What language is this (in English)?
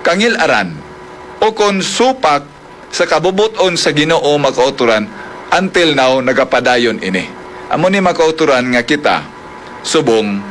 Hiligaynon